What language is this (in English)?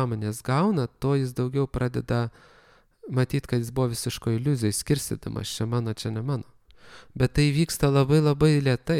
Lithuanian